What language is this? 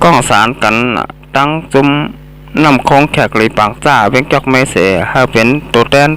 Shan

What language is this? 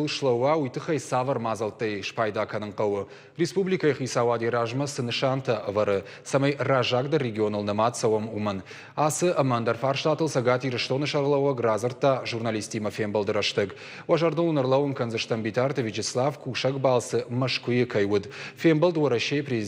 Ossetic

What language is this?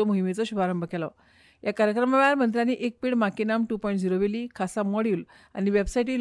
Konkani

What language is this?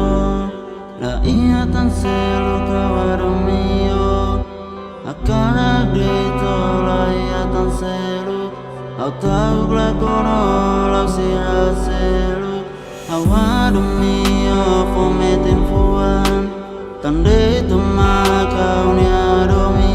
Tetum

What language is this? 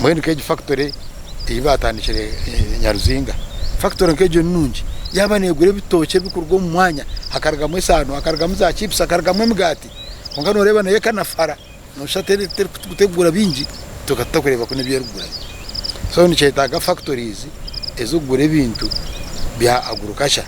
Nyankole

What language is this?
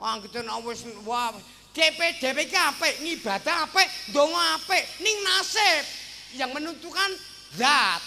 Javanese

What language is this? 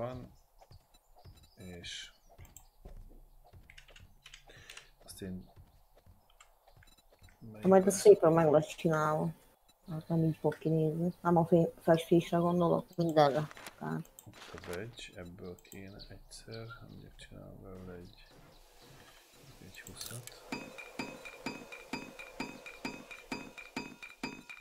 Hungarian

